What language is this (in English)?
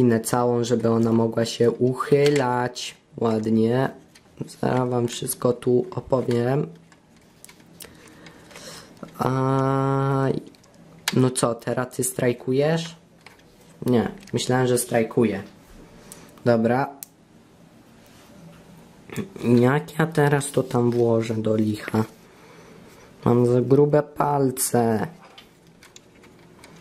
Polish